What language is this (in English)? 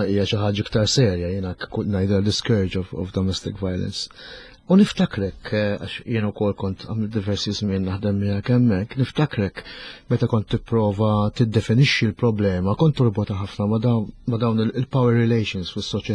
Maltese